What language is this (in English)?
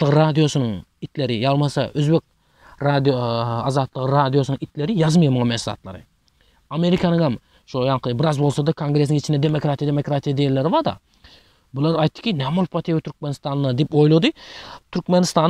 Turkmen